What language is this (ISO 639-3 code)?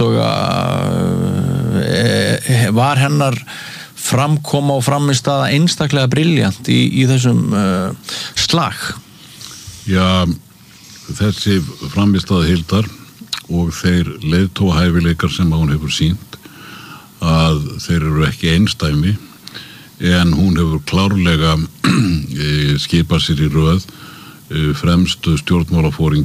isl